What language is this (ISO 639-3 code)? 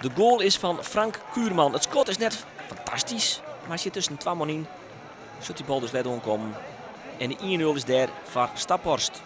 fry